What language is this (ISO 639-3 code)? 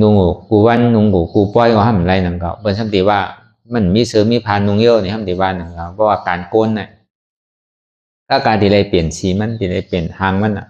shn